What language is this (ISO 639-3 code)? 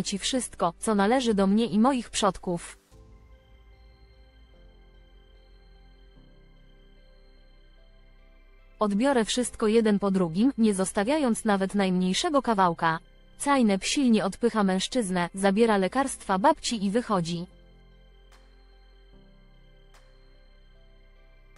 pol